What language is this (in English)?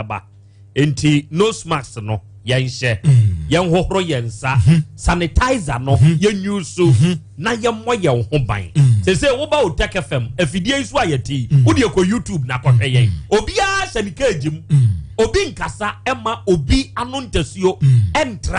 Akan